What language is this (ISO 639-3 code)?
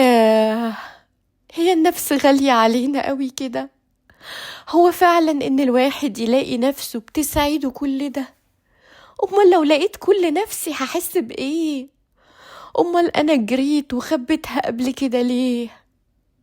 arz